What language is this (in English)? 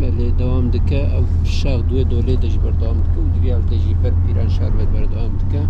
Kurdish